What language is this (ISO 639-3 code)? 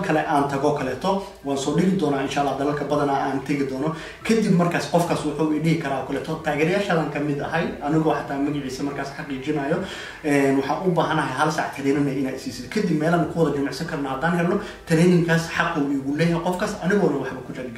som